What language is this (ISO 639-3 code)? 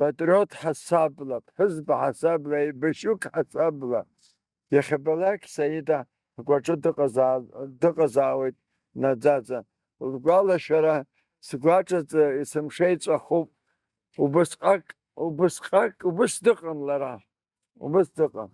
abk